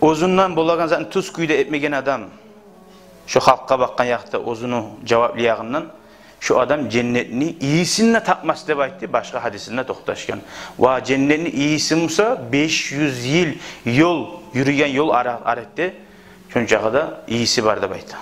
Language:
Kumyk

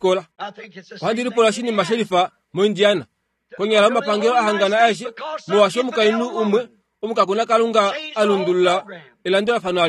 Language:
Kuanyama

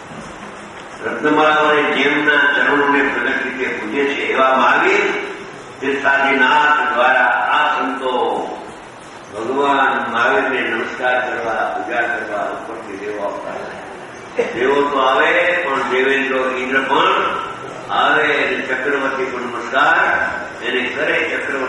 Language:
Gujarati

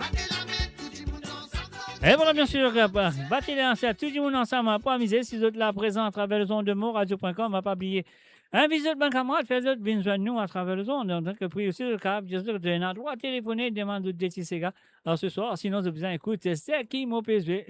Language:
Morisyen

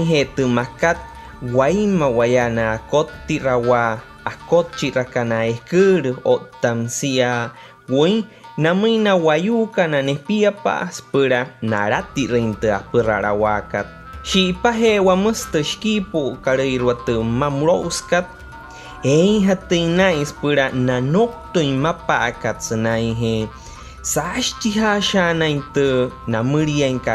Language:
Wayuu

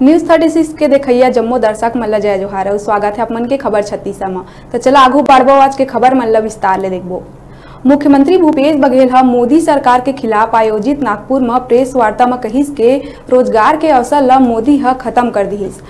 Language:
Chhattisgarhi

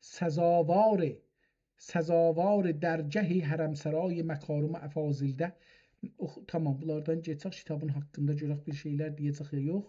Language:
South Azerbaijani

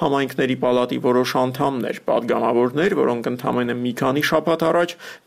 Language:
Armenian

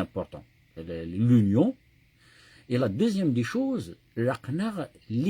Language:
Kabyle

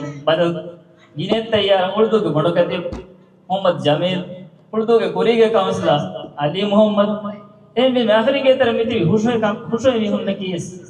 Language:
Divehi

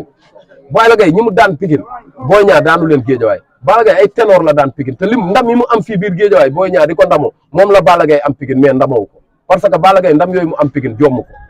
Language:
Wolof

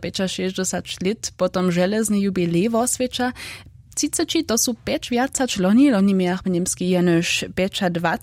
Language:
Upper Sorbian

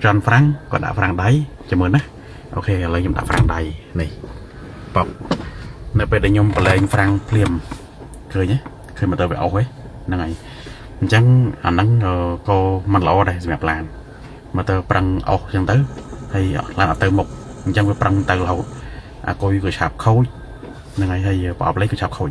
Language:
Khmer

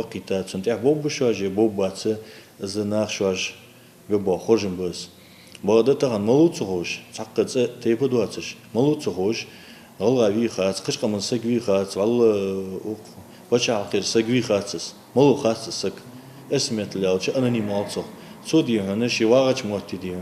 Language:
Ingush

